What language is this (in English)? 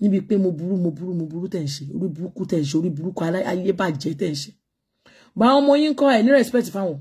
Yoruba